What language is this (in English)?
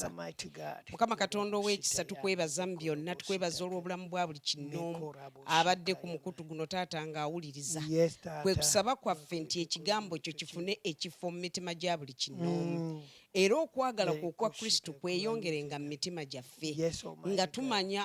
Ganda